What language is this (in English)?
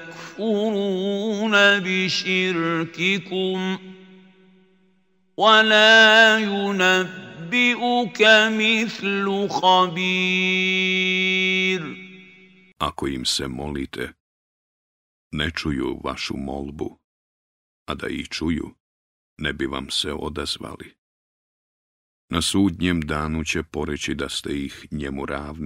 Bosnian